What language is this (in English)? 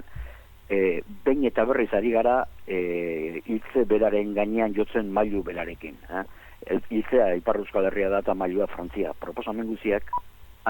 Basque